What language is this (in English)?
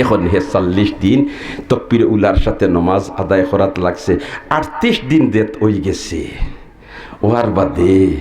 Sylheti